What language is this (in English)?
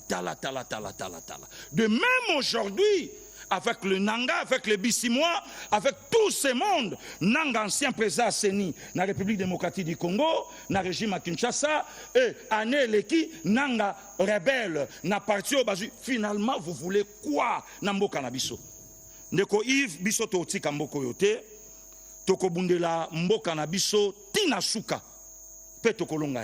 Lingala